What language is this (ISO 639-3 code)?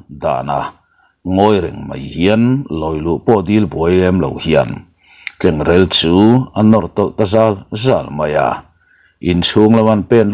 lus